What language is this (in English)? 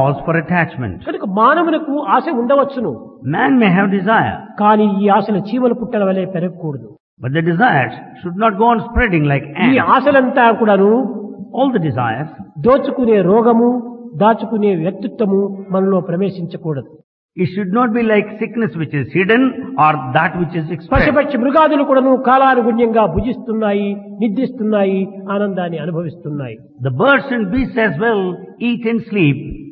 Telugu